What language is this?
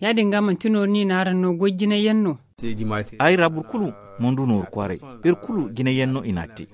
Zarma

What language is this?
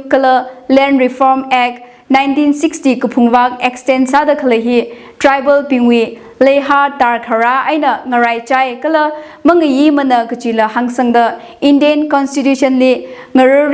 Tangkhul Naga (India)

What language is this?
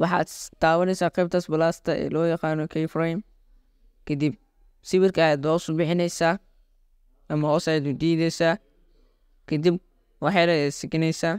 Somali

